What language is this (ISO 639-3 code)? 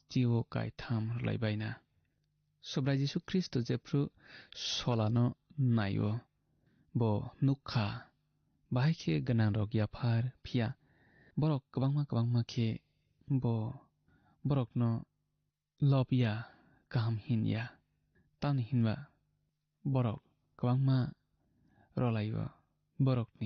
trp